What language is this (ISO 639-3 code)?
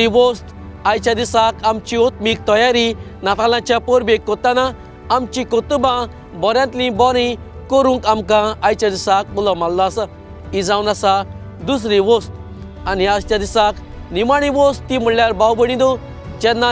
kok